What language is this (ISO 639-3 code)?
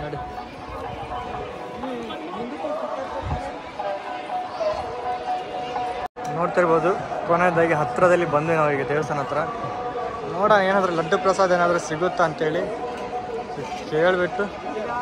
kan